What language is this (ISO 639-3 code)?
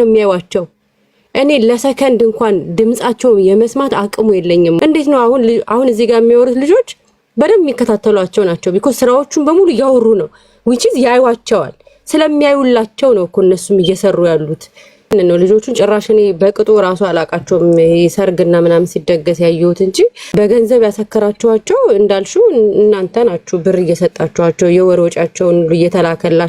amh